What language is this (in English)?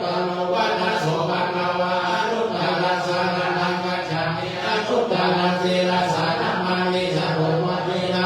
Pali